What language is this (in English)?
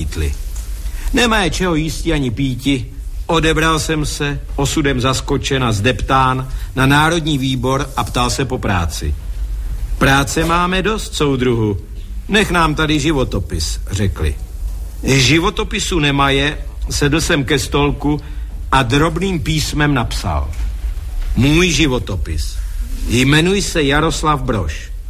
Czech